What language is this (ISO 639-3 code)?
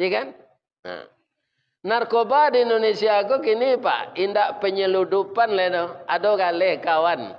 min